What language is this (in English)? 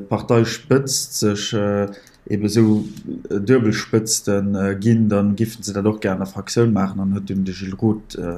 Luxembourgish